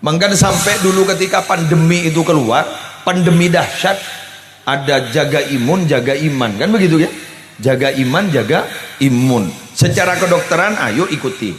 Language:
Madurese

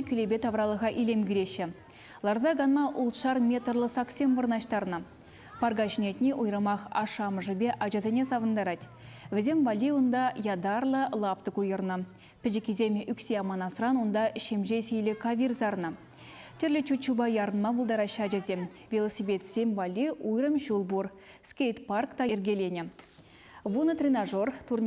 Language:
Chuvash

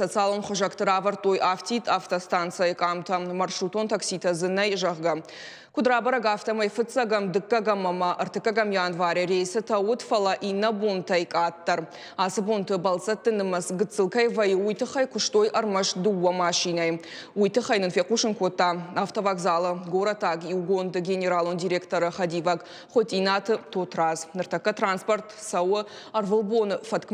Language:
Ossetic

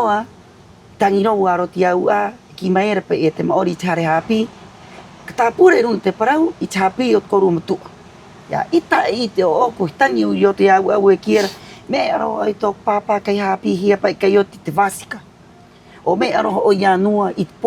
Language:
Rapanui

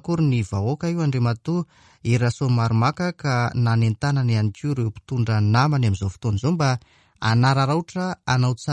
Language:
Malagasy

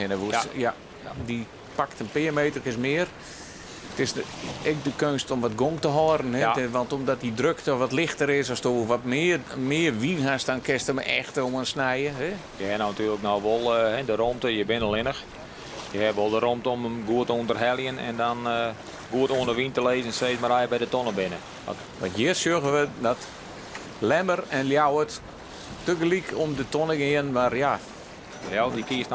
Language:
Western Frisian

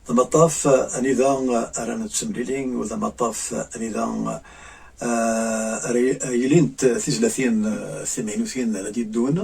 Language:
Kabyle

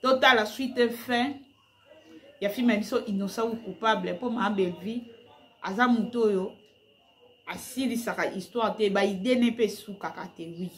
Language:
Lingala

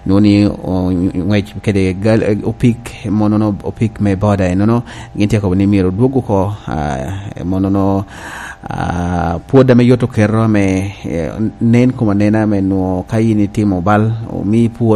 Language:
Lango (Uganda)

